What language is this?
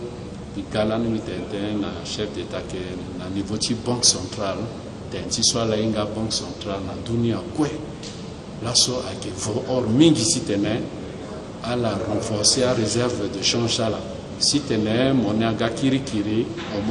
Sango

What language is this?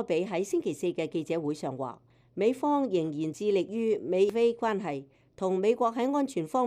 Cantonese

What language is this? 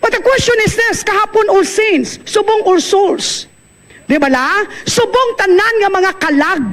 Hiligaynon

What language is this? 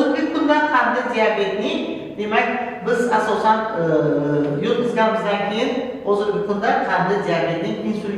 Uzbek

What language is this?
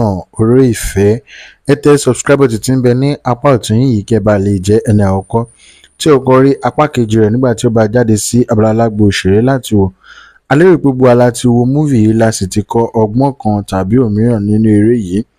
Yoruba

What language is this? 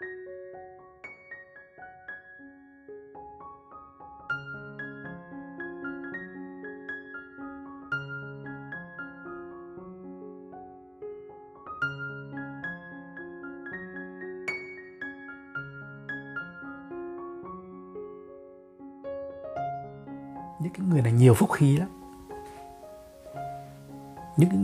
Vietnamese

